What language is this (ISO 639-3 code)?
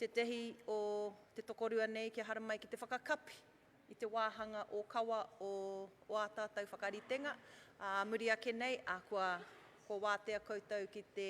mri